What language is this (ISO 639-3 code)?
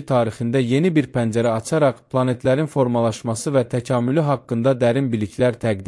aze